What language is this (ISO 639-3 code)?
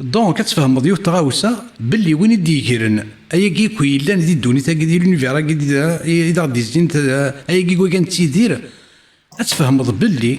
kab